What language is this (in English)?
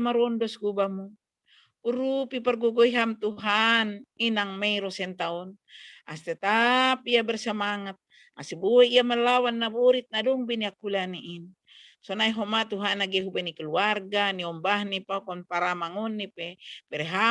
Batak Simalungun